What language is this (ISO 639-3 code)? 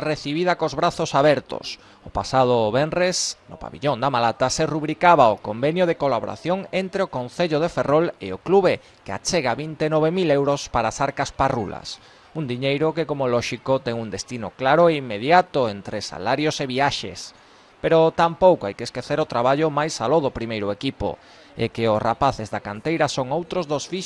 glg